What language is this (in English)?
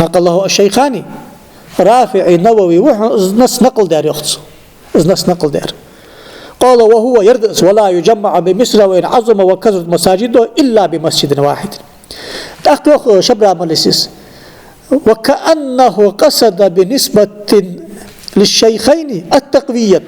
Ingush